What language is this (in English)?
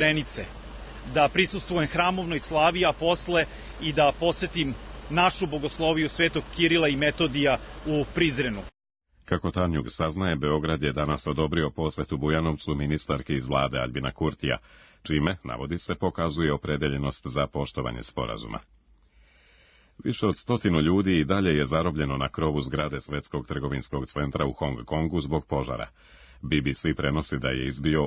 Serbian